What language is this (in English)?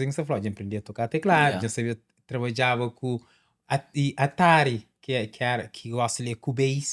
Kabuverdianu